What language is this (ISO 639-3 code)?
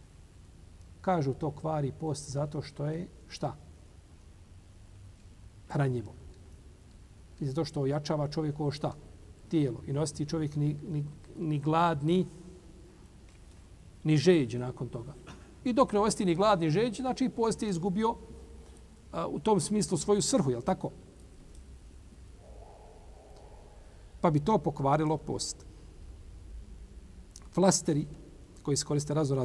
bos